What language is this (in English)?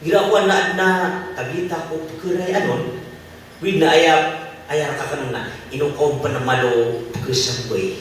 Maranao